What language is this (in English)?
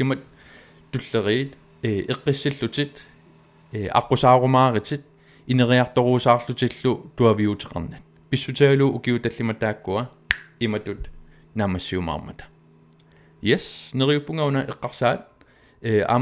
Kalaallisut